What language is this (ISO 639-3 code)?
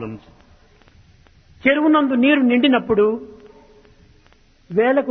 tel